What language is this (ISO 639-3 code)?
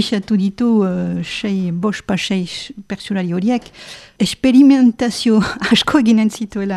eus